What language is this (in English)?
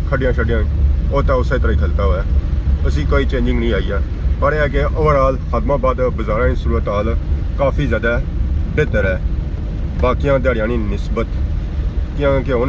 Pahari-Potwari